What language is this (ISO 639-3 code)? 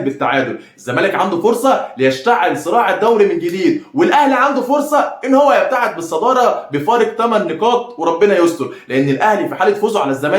arz